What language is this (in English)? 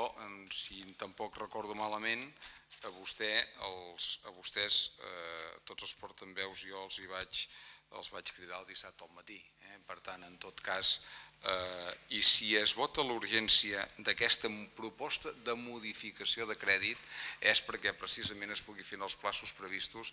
Catalan